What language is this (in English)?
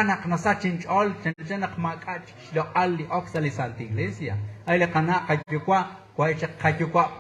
Kekchí